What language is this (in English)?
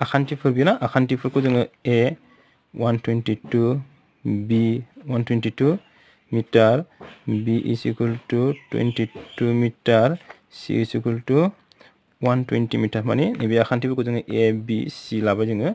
Bodo